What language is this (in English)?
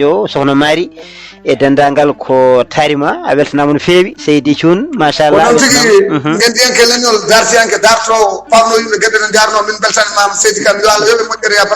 Fula